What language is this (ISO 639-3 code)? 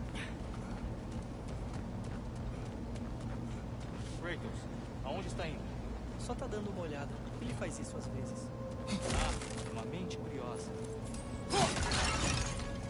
por